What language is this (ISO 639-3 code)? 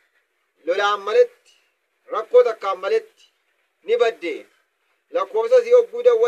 orm